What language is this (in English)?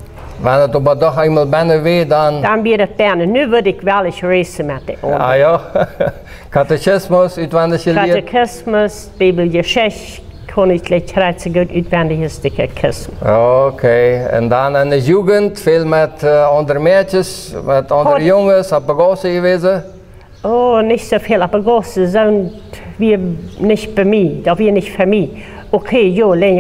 Plautdietsch